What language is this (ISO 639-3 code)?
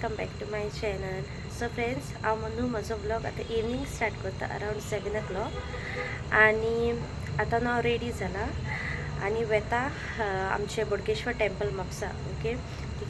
kok